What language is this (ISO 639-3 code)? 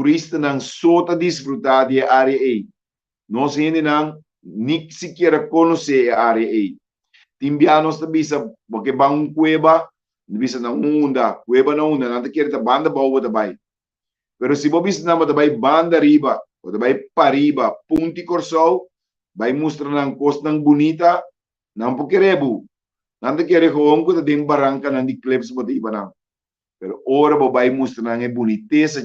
pap